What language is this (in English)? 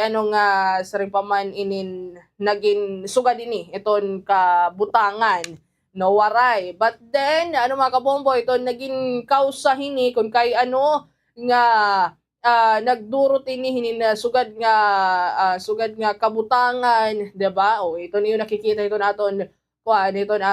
Waray